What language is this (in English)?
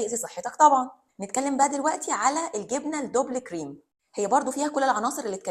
Egyptian Arabic